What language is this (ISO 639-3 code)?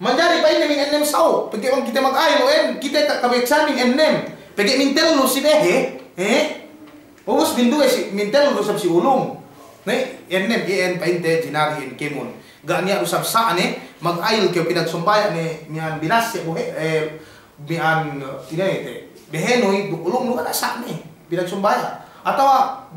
yka